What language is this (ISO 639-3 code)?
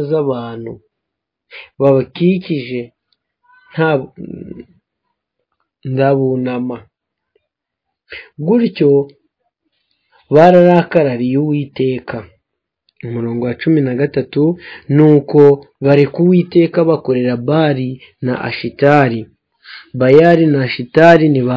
kin